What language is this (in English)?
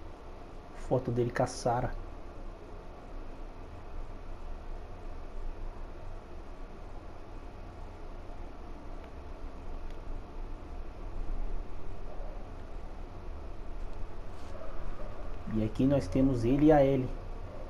Portuguese